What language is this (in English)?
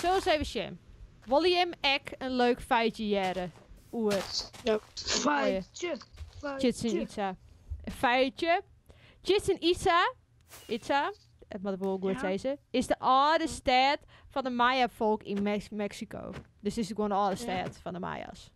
Western Frisian